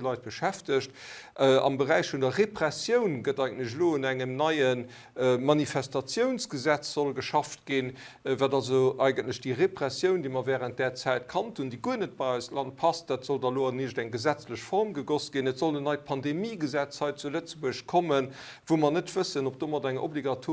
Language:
Luxembourgish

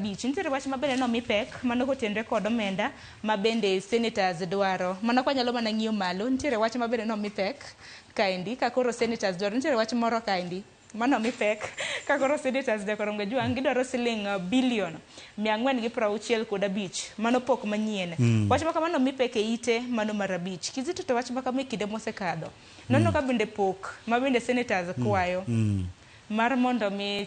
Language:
Luo (Kenya and Tanzania)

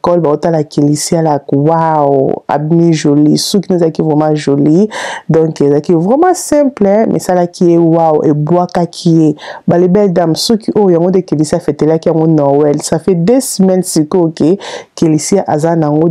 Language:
Lingala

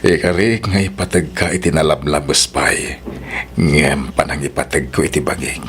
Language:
Iloko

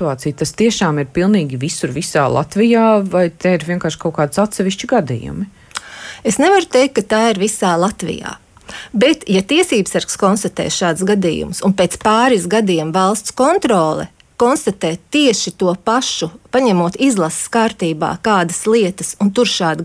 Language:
Latvian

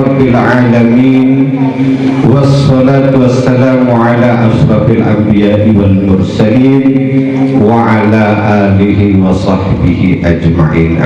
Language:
Sasak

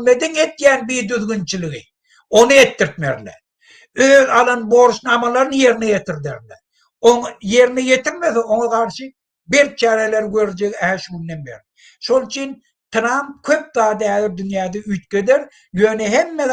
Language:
Turkmen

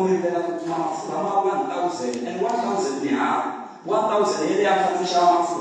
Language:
Tsonga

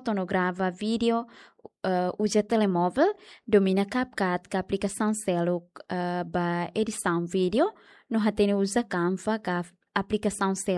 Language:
Tetum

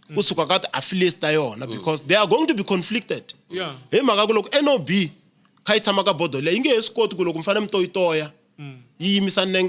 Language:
Tsonga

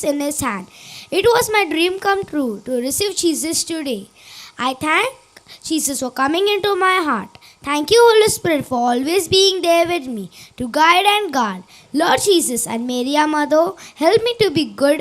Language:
Konkani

